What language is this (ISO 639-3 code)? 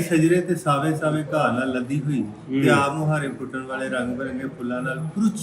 lah